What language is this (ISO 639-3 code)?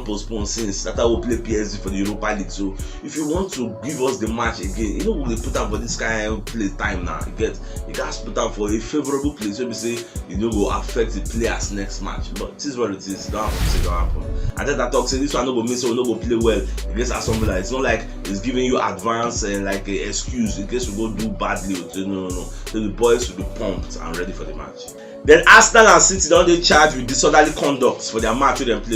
pcm